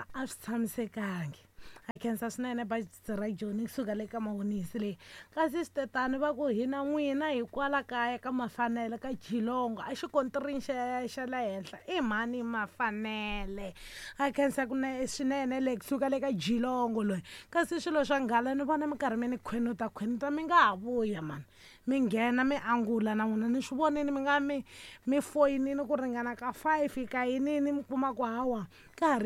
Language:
Tsonga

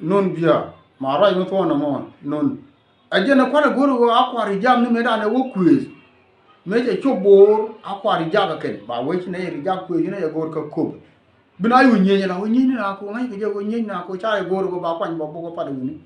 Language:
Nuer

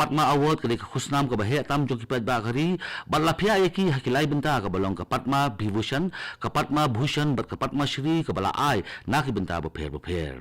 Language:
Khasi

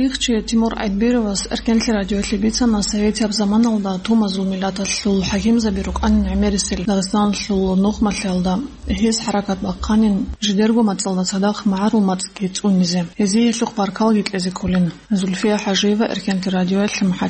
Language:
Avaric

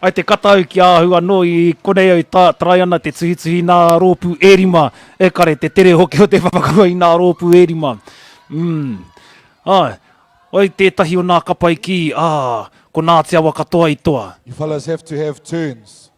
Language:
Māori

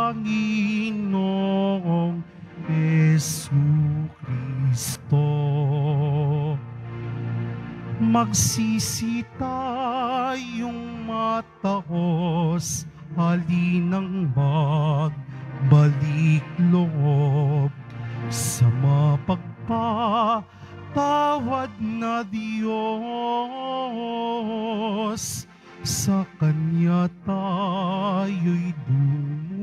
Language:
Filipino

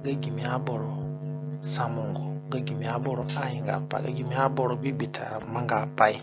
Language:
Zande (individual language)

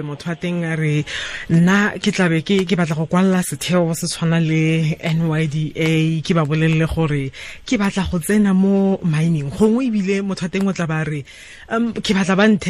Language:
Tswana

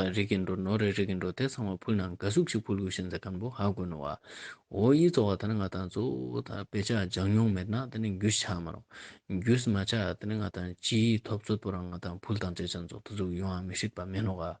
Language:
Ladakhi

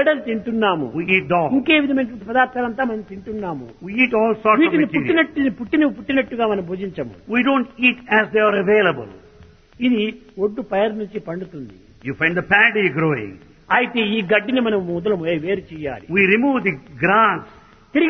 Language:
Telugu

